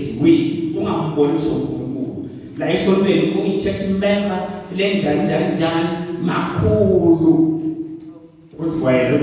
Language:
Swati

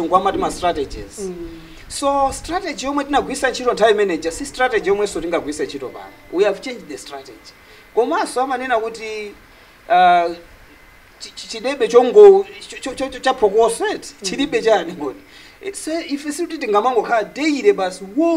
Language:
Nyanja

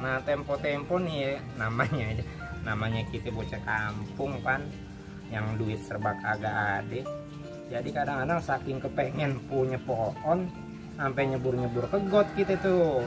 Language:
Betawi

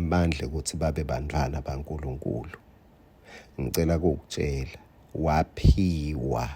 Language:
Swati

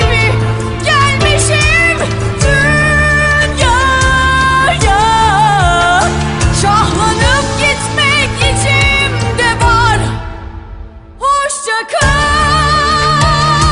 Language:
Turkish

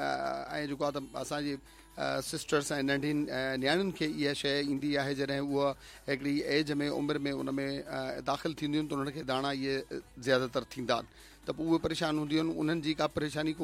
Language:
Sindhi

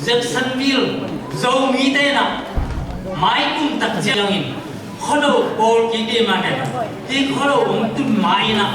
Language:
Tedim Chin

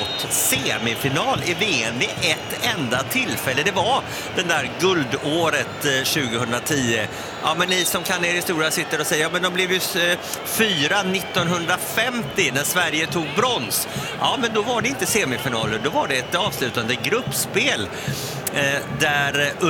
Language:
Swedish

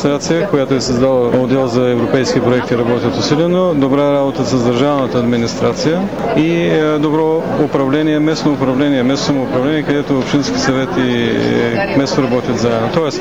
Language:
Bulgarian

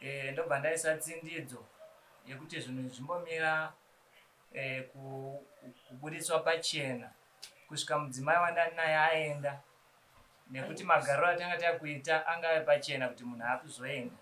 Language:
Shona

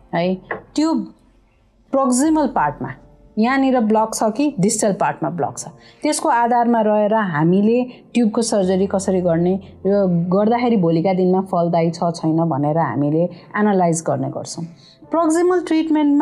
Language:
Nepali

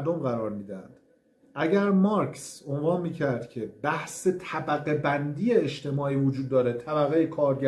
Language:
Persian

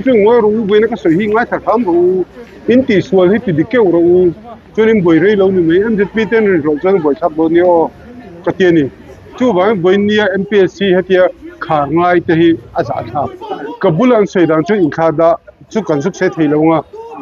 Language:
Mizo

